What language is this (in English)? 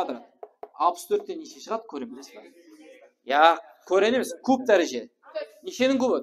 Kara-Kalpak